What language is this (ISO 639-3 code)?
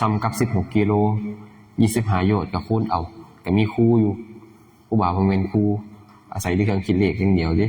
lao